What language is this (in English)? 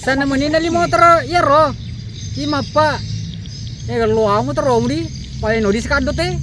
Buginese